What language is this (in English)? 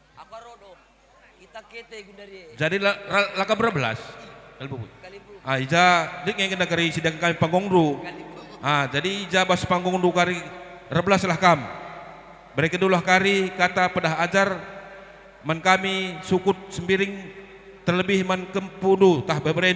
Batak Karo